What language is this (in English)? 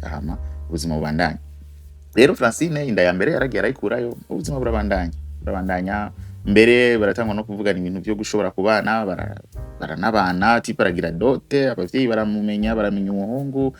Rundi